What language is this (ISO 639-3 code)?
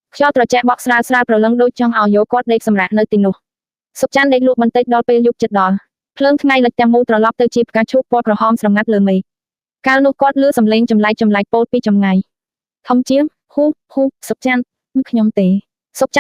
khm